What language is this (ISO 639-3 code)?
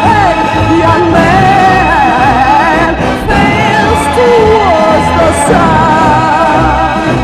rus